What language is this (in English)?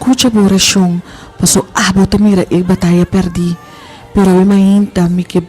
Papiamento